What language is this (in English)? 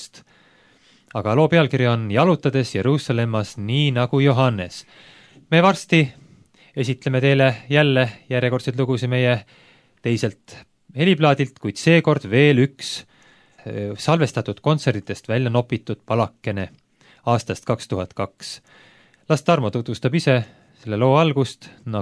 Estonian